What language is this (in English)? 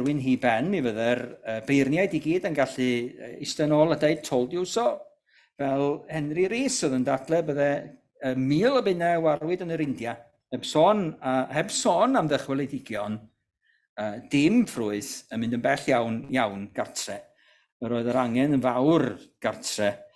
Welsh